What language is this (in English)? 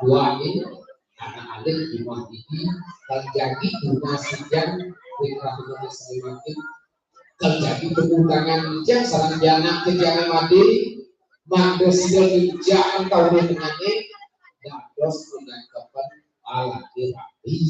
Balinese